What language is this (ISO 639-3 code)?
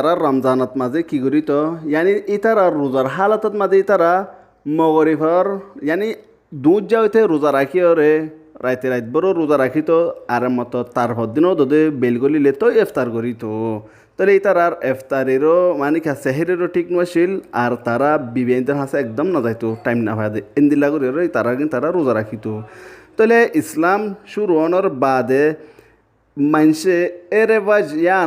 rhg